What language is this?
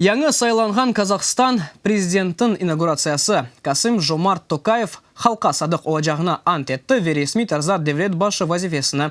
Crimean Tatar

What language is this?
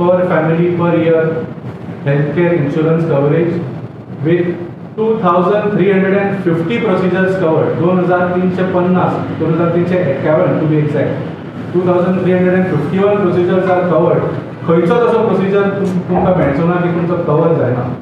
Konkani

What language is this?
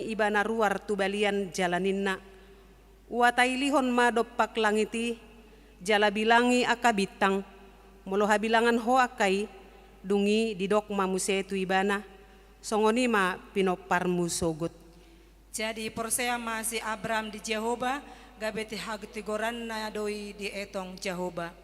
Batak Toba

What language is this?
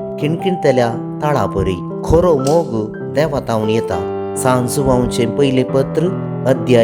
Konkani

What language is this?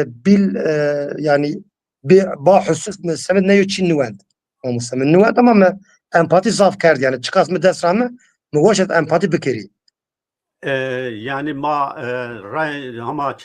Zaza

